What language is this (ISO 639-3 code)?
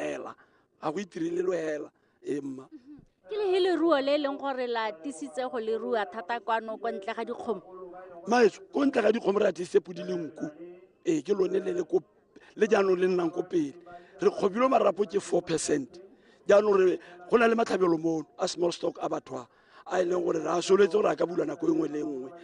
tsn